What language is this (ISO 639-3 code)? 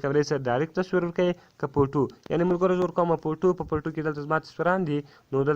pus